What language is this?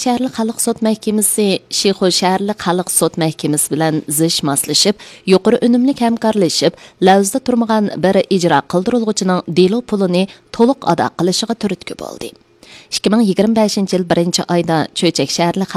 Uyghur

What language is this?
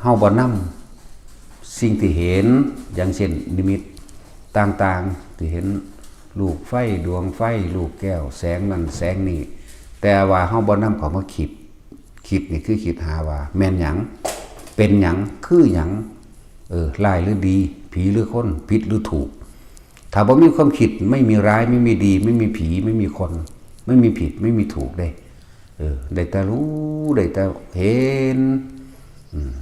Northeastern Thai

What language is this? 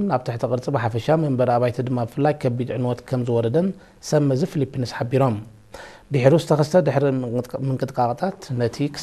Tigrinya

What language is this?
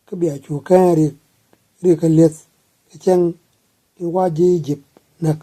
Nuer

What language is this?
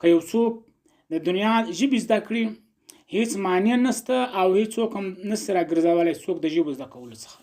Pashto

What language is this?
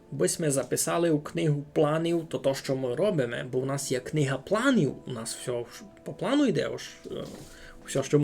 Rusyn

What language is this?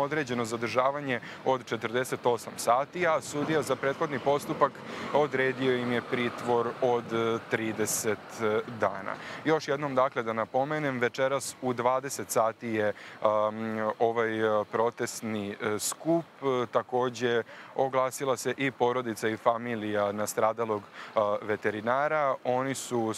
Serbian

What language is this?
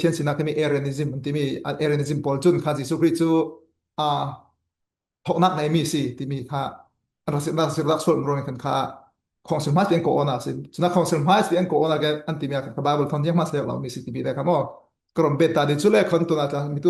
Falam Chin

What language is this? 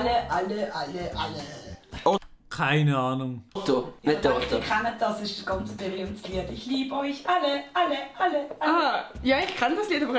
Swiss German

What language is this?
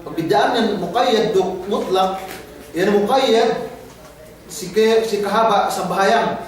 Yakan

